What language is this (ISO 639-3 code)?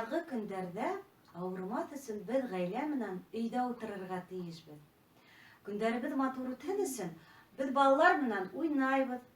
bak